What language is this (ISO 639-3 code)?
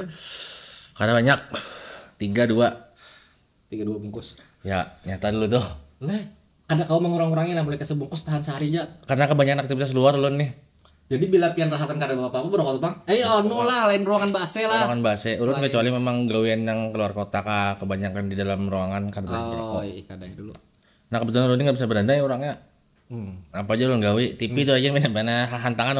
bjn